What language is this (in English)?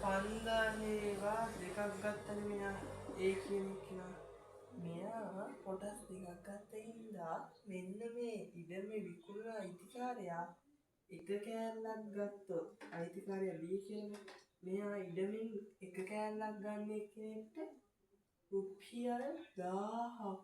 Sinhala